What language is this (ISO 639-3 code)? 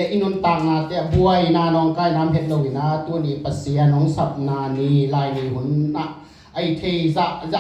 ctd